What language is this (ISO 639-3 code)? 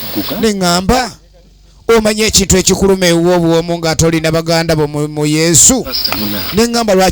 lug